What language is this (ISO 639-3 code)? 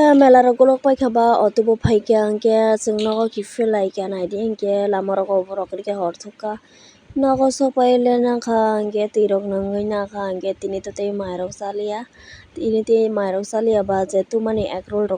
trp